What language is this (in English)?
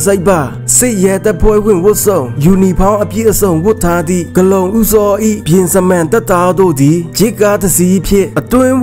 Burmese